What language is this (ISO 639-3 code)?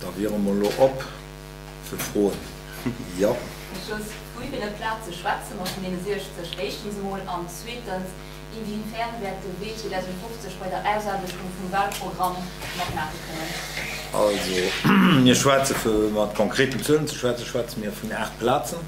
ltz